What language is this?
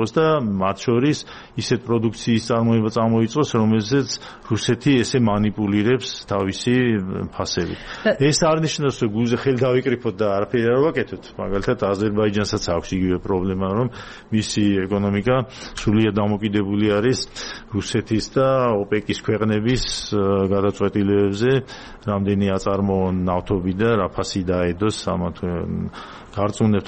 Georgian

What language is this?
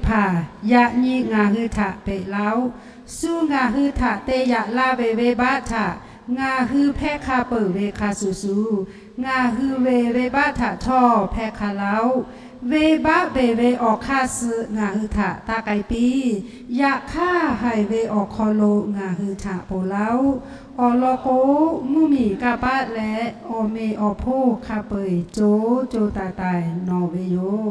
Lahu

